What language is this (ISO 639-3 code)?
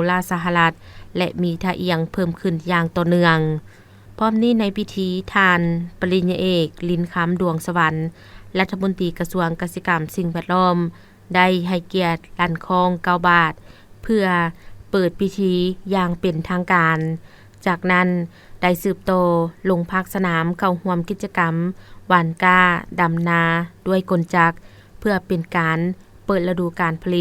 lao